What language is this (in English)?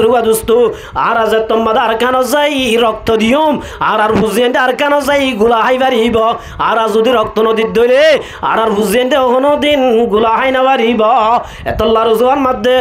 Rohingya